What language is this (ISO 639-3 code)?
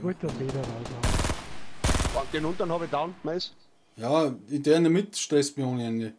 bar